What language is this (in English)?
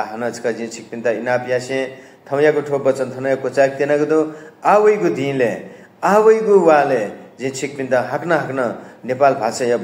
Newari